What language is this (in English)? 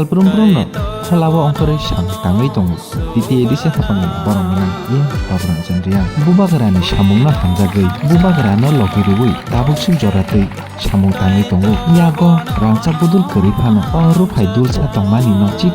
Kok Borok